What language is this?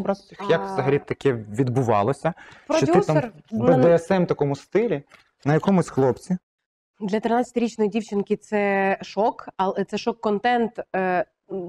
Ukrainian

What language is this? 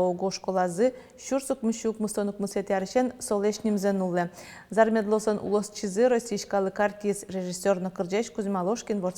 Udmurt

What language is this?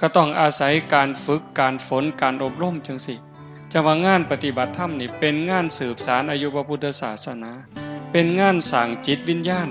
Northeastern Thai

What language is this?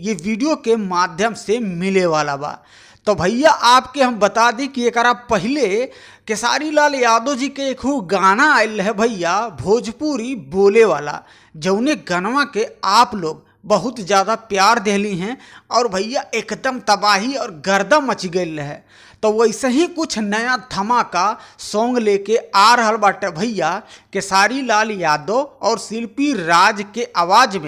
Bhojpuri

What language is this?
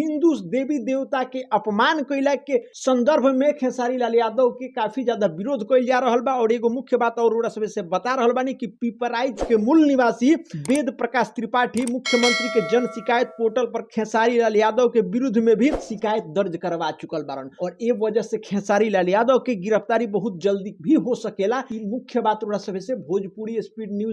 Bhojpuri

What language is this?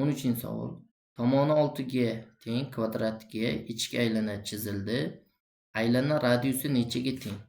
Uzbek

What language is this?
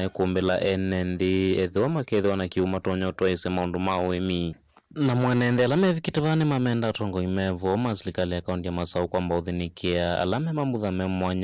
Kamba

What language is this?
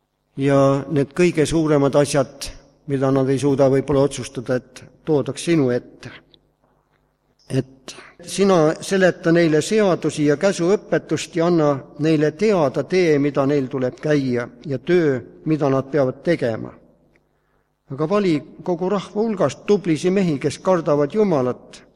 Estonian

